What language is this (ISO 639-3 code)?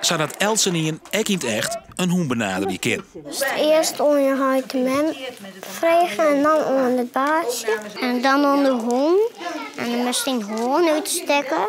fry